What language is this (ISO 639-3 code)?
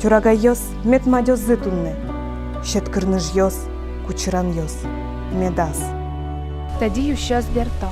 udm